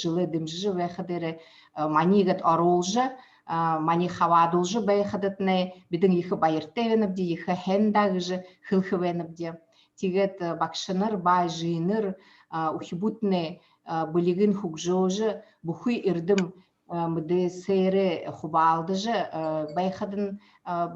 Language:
Buriat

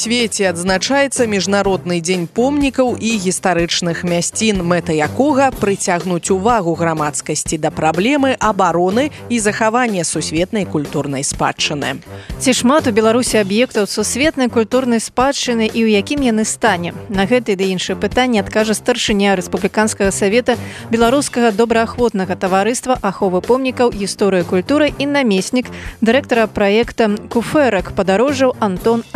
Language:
Belarusian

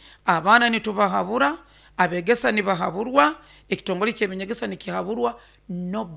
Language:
Nyoro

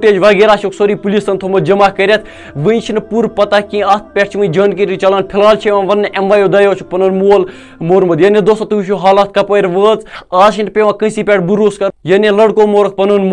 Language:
Kashmiri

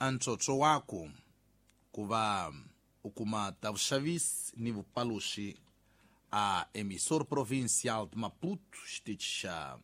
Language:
Tsonga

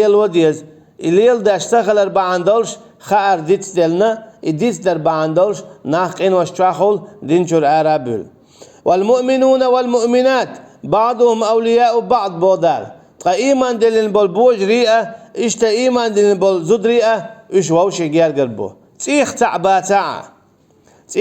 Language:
Chechen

